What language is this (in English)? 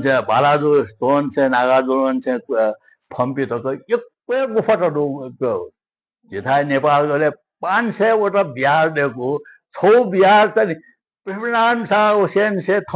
Newari